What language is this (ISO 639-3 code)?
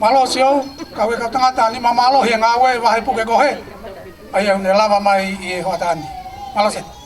ton